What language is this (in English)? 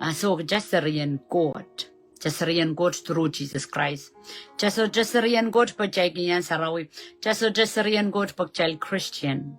Pohnpeian